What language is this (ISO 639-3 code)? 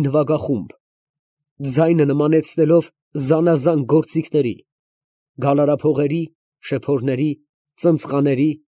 hye